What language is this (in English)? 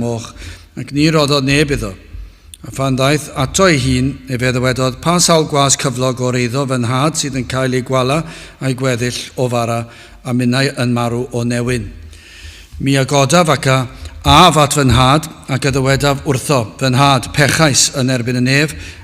Welsh